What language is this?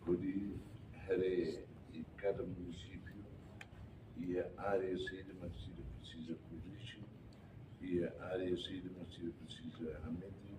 Tetum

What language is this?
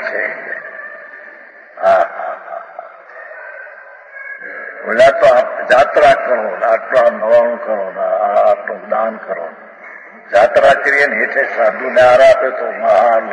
Gujarati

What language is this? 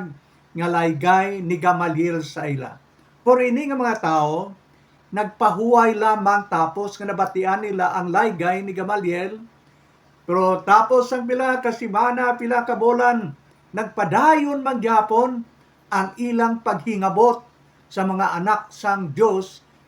Hiligaynon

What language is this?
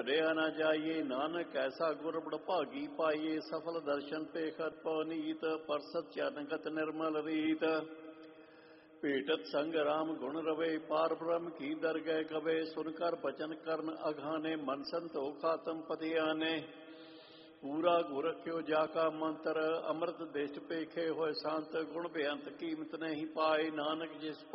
Punjabi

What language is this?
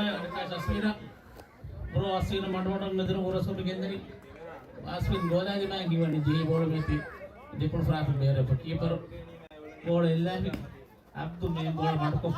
Divehi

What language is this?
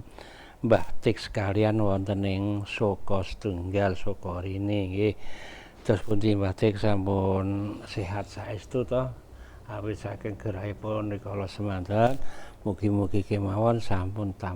Javanese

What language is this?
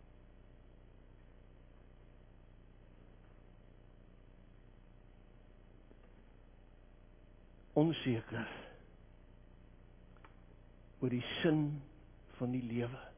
Afrikaans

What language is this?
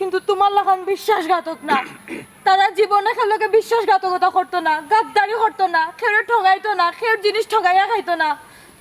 Sylheti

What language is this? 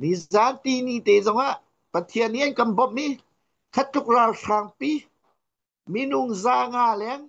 Hakha Chin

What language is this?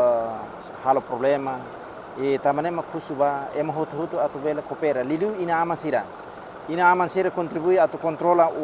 Tetum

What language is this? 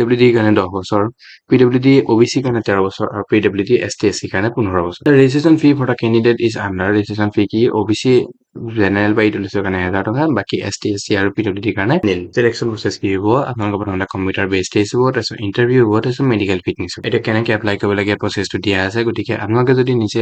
Assamese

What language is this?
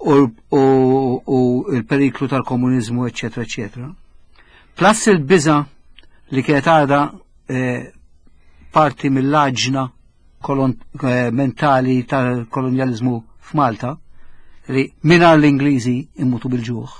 Maltese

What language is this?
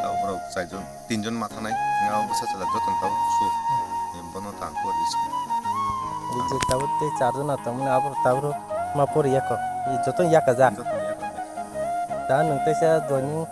Kok Borok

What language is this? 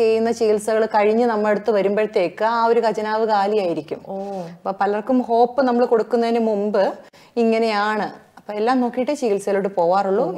Malayalam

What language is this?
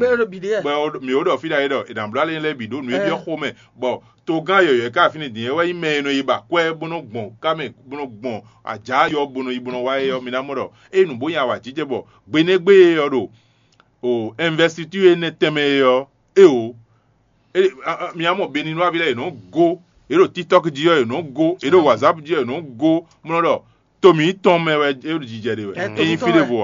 Fon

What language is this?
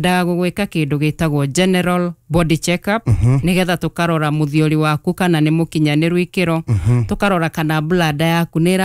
Kikuyu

